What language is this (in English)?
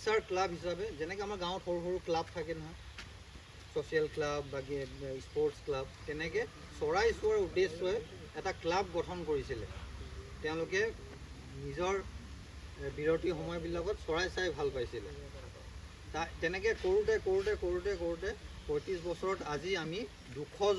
Assamese